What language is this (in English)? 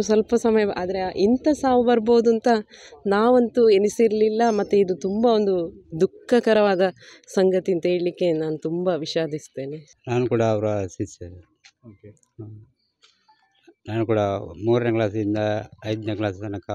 Kannada